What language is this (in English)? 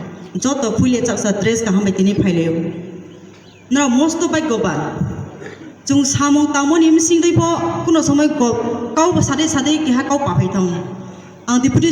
Kok Borok